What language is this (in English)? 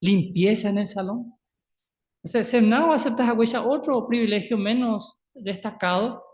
Guarani